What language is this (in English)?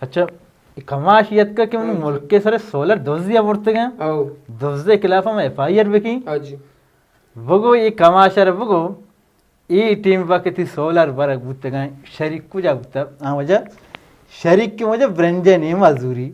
Baluchi